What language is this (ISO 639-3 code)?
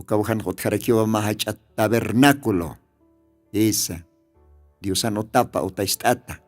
aym